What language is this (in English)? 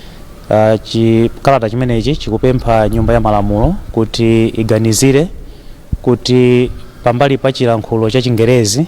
Nyanja